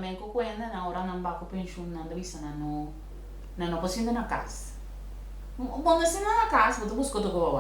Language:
Papiamento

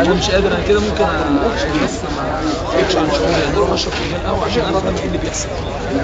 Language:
Egyptian Arabic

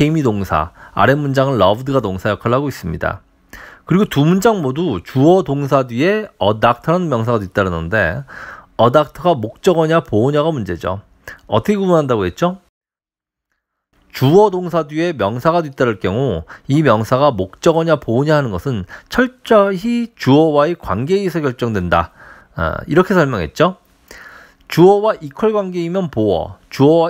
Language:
Korean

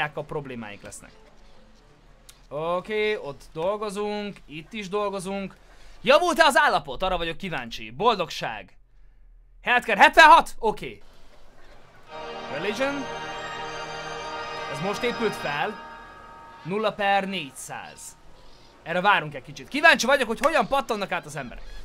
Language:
Hungarian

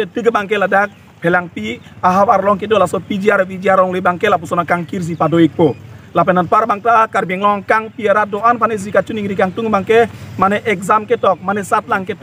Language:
Karbi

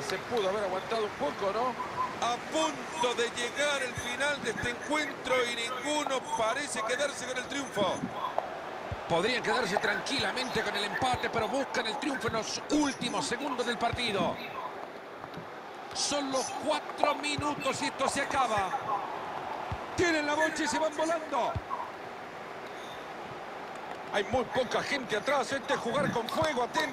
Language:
Spanish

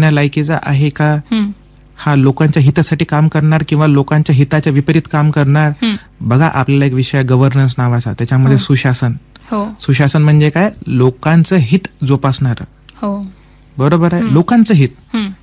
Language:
Marathi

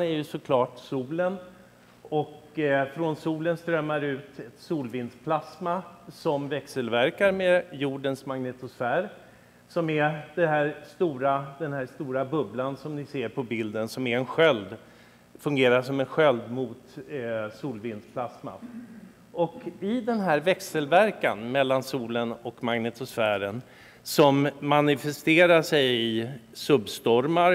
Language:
Swedish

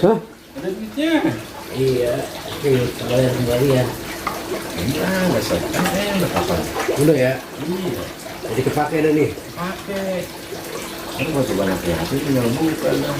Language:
Betawi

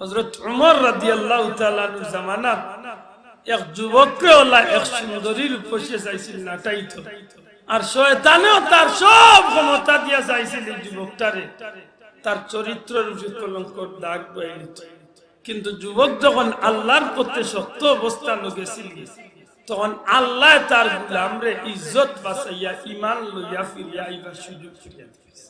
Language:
Sylheti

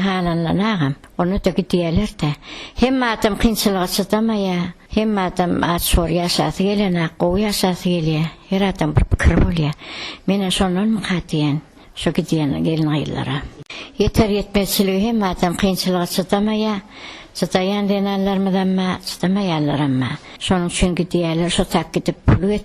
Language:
Turkmen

